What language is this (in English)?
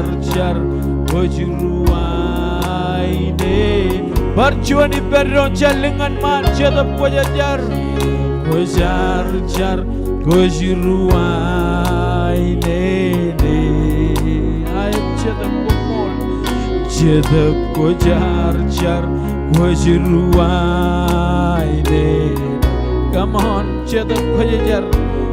Marshallese